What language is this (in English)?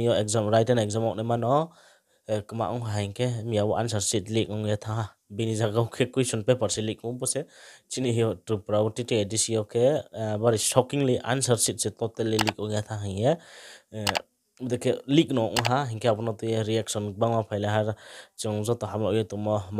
Riang (India)